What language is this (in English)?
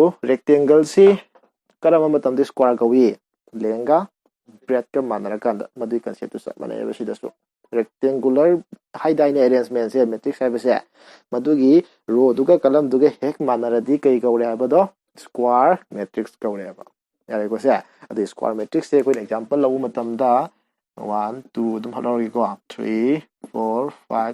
Manipuri